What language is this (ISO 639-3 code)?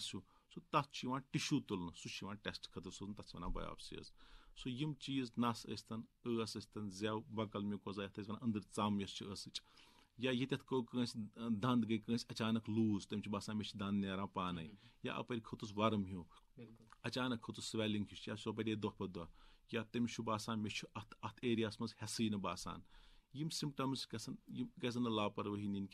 kas